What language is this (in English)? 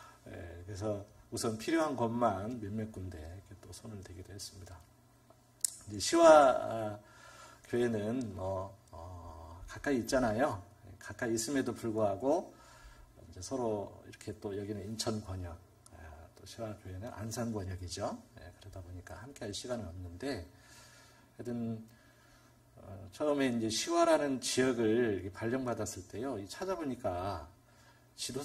Korean